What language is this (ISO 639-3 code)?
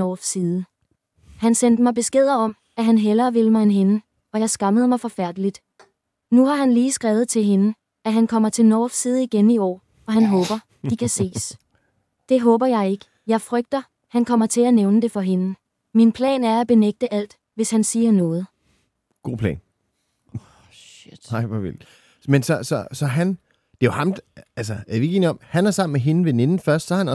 dan